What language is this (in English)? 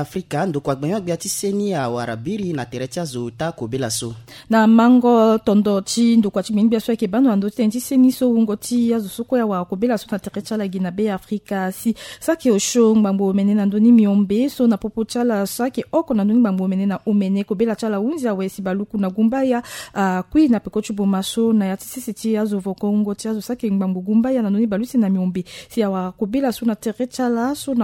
Sango